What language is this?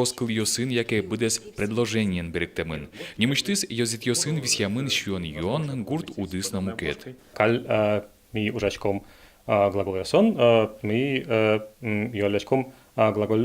Udmurt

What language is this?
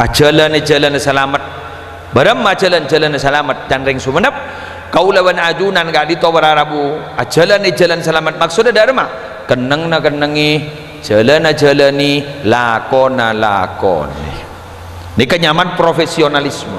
Madurese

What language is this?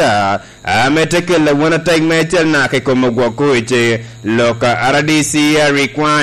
Lango (Uganda)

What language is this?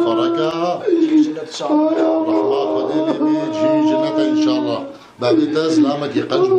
Kurdish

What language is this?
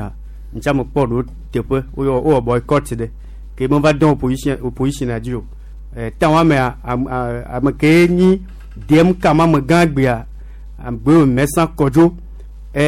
Gen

